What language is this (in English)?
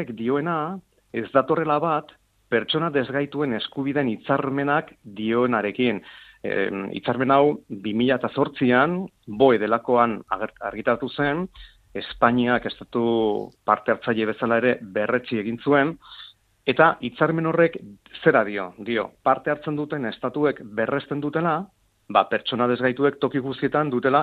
Basque